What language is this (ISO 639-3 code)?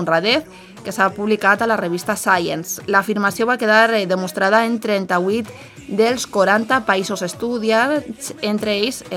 cat